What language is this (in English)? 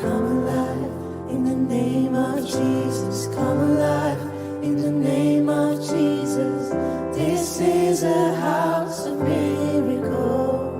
Swiss German